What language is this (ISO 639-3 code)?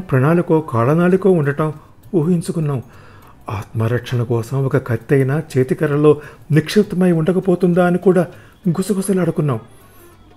tel